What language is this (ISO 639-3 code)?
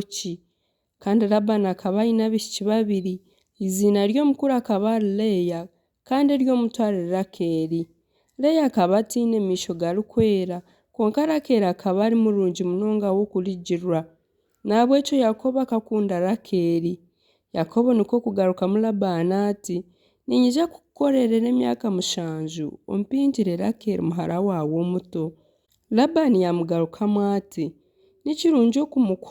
nyn